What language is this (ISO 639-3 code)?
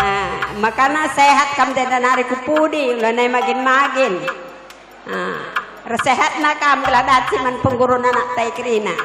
btx